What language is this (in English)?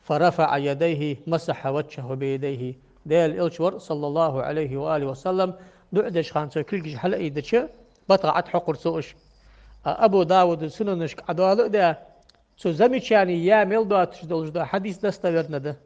Ingush